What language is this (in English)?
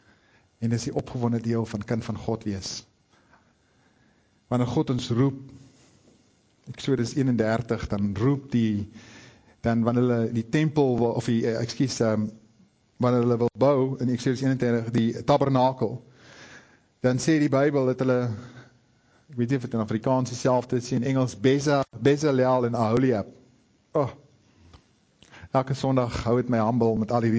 Afrikaans